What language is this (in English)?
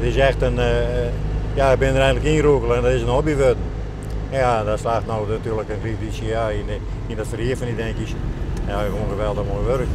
Western Frisian